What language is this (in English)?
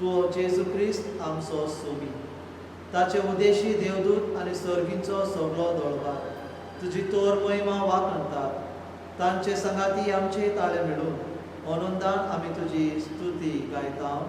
Konkani